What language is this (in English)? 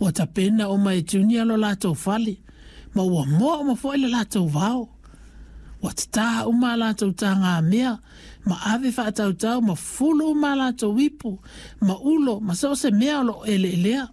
Samoan